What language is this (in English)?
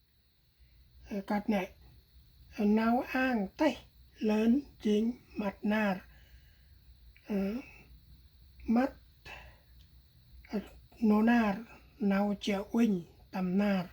Central Mnong